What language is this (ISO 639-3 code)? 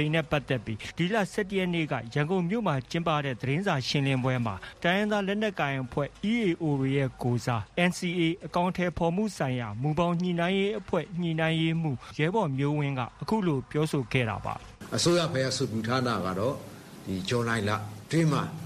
mya